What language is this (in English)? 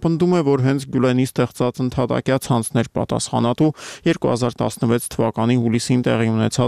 Armenian